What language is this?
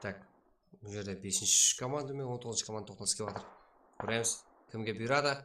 Kara-Kalpak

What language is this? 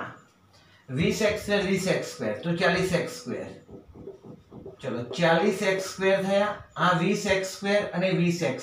Gujarati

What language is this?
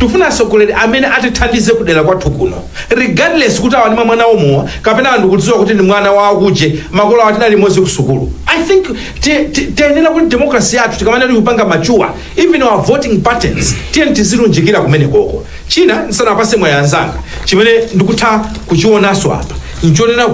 Nyanja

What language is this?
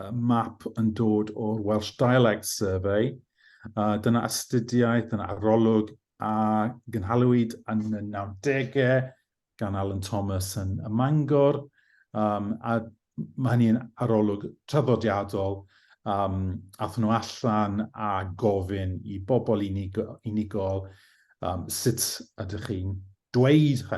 Welsh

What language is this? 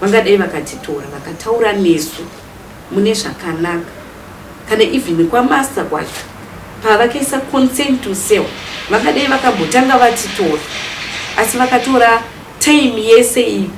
Shona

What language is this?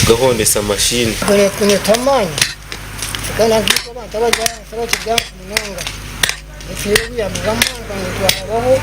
Nyankole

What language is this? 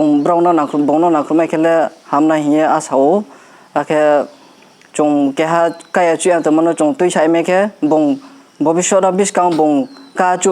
Riang (India)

